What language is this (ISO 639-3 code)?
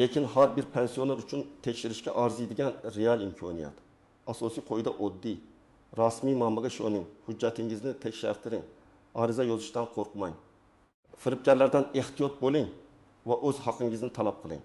uzb